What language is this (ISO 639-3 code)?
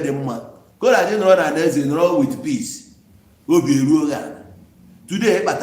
ibo